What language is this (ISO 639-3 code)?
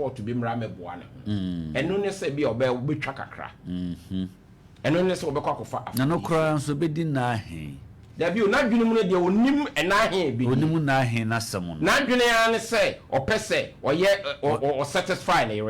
aka